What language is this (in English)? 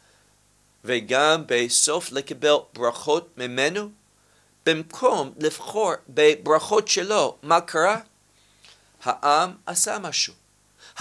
Hebrew